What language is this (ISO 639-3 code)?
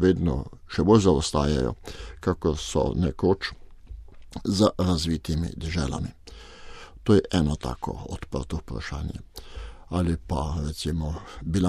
slv